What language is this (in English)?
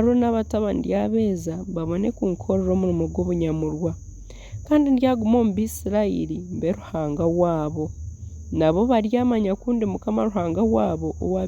Nyankole